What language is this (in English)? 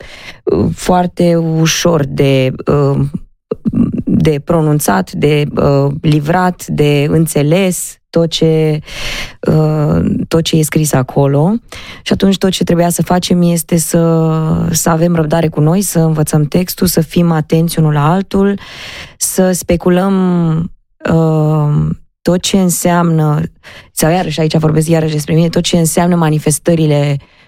Romanian